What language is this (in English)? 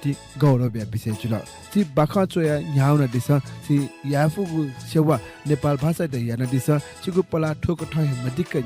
Newari